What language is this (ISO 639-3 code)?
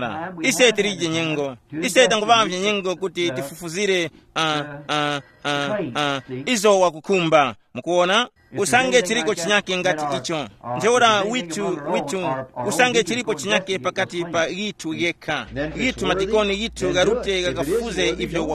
tum